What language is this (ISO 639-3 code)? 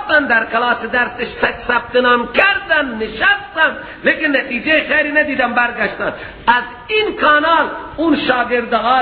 fas